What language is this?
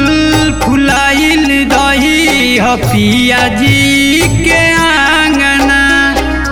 Bhojpuri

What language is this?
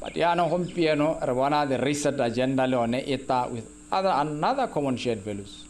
Tswana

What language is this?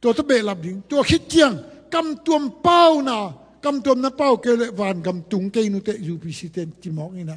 Tedim Chin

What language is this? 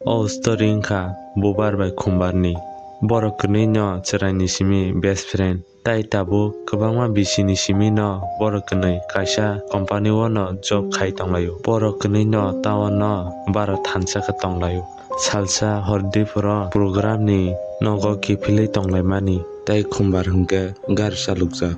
Kok Borok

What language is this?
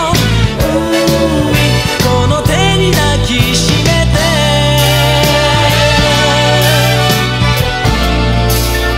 Japanese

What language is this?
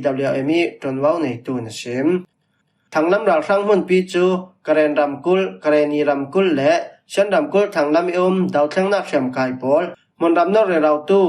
Falam Chin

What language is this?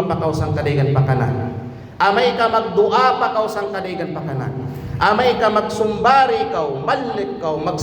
Kalagan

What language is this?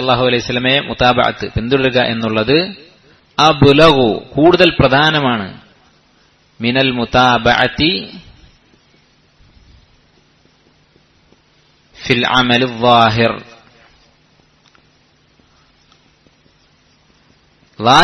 Malayalam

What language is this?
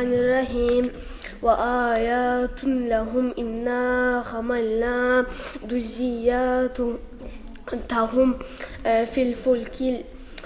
Kumyk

